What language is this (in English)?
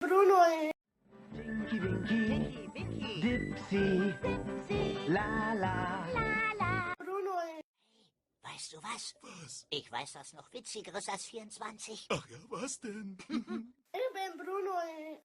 Swiss German